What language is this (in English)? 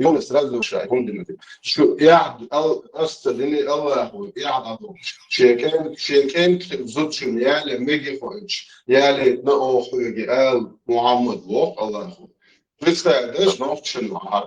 Chechen